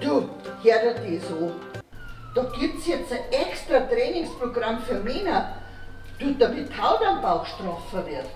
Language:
Bavarian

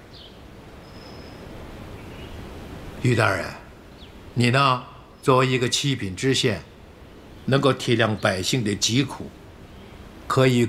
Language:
Chinese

